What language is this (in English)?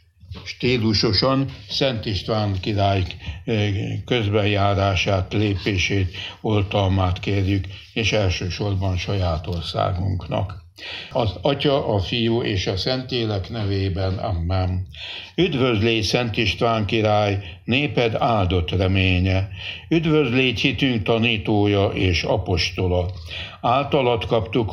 Hungarian